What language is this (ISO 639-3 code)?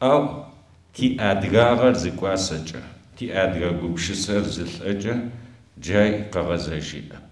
ady